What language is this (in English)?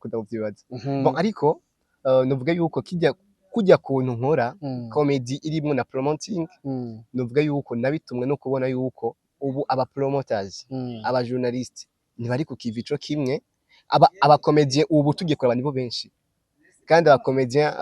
Rundi